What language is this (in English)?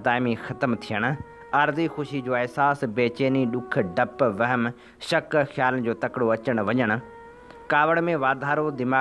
Sindhi